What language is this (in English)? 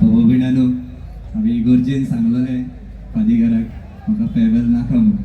Konkani